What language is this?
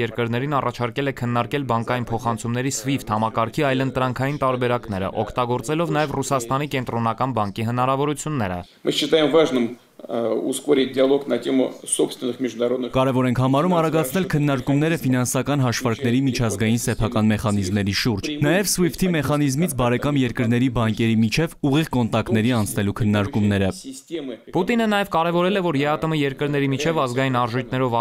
Armenian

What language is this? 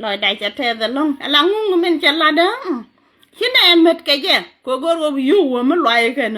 Nuer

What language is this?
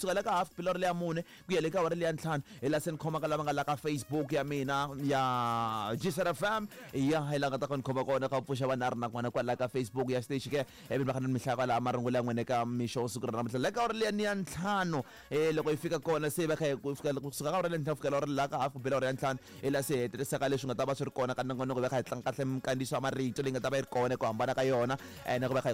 Tsonga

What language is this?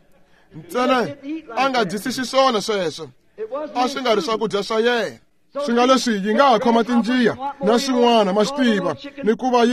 Tsonga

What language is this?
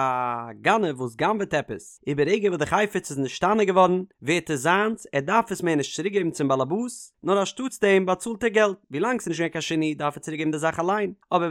Yiddish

